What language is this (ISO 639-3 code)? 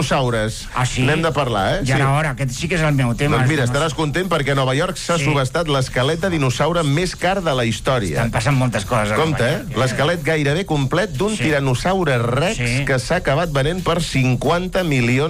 cat